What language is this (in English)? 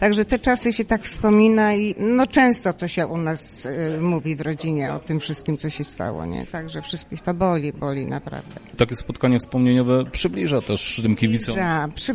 Polish